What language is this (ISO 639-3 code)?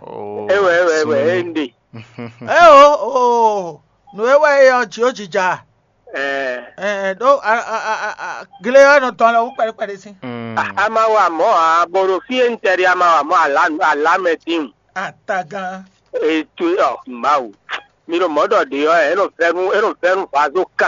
fon